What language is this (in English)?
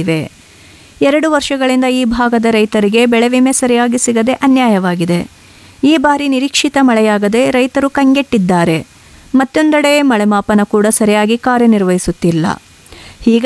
Kannada